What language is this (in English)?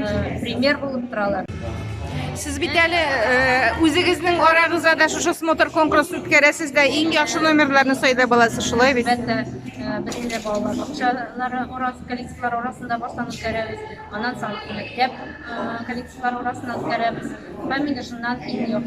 Tatar